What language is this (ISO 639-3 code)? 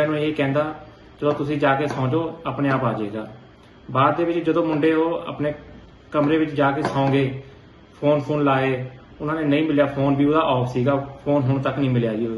pan